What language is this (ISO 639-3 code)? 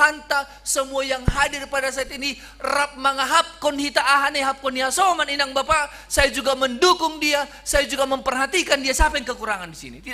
bts